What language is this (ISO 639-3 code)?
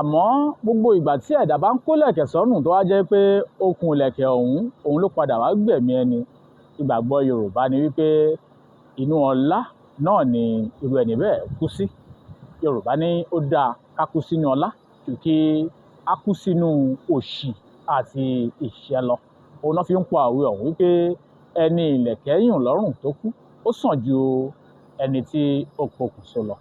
yor